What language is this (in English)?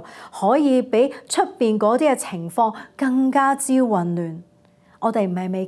Cantonese